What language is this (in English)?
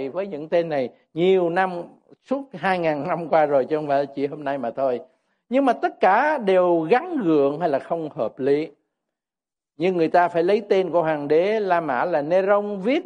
Vietnamese